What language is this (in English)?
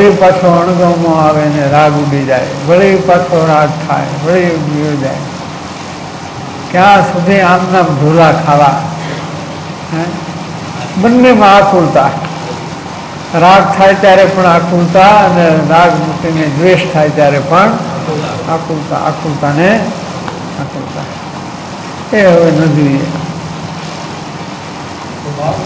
Gujarati